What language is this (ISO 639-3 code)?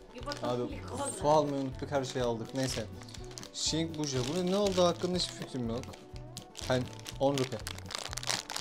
tur